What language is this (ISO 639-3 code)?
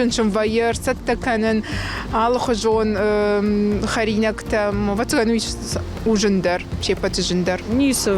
oss